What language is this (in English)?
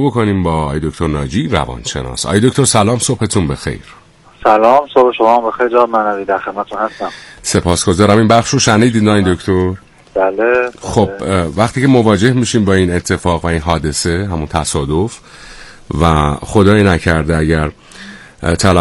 Persian